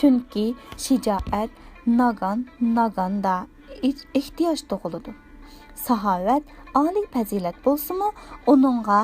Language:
Uyghur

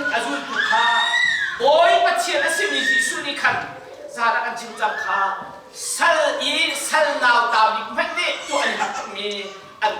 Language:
Hakha Chin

